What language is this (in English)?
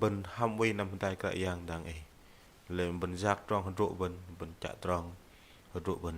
Bahnar